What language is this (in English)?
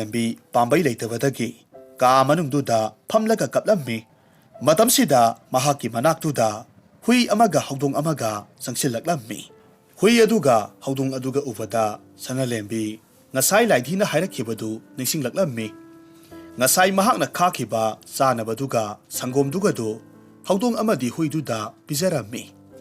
Manipuri